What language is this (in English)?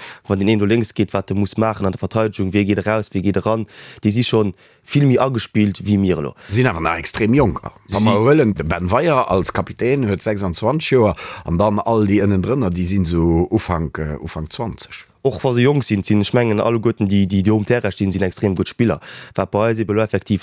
Luxembourgish